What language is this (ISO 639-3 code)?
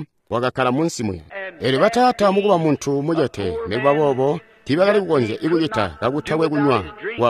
toi